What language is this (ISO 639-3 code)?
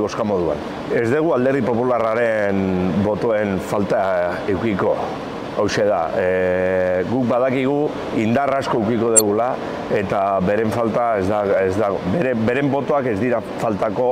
eus